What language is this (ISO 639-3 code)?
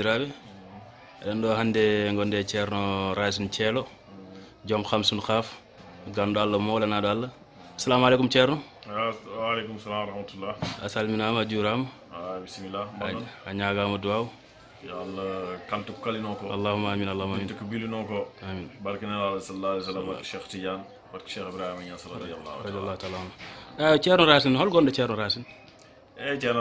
ful